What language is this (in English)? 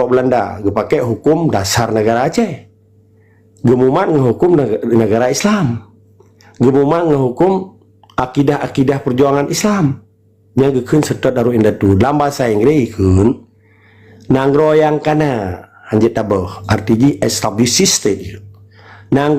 Achinese